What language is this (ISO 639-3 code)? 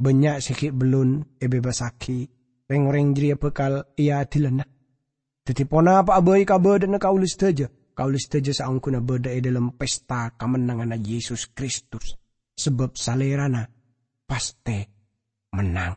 mad